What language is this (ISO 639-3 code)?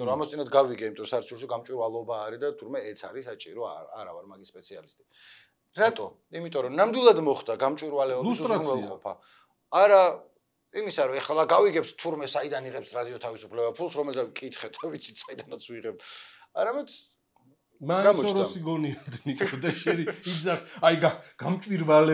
kat